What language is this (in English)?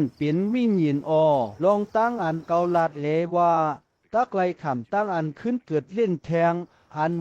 Shan